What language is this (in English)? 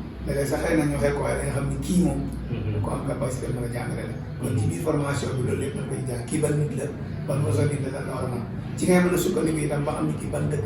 Wolof